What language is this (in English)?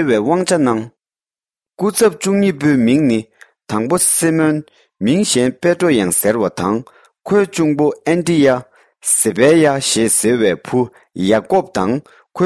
Tibetan